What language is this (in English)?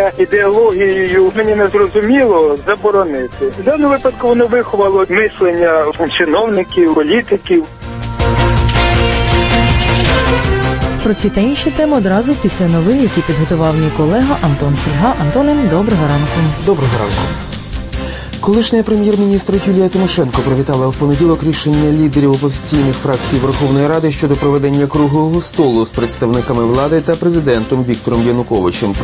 Ukrainian